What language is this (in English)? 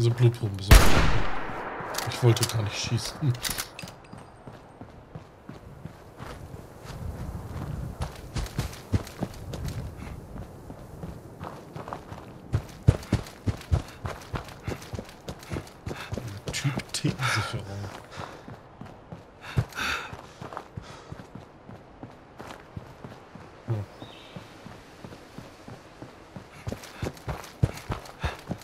German